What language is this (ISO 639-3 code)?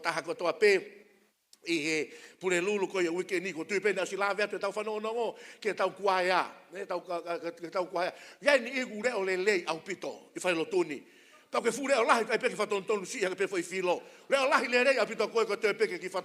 ton